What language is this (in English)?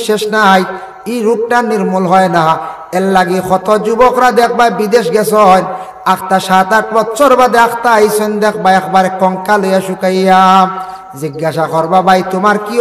Sylheti